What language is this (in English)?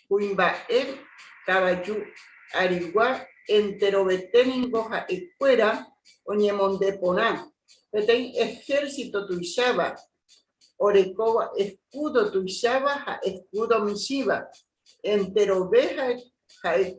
Guarani